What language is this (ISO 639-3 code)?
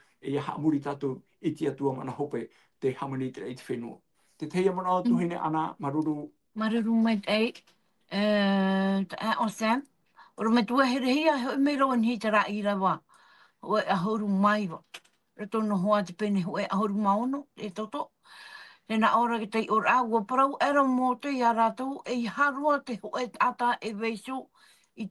tah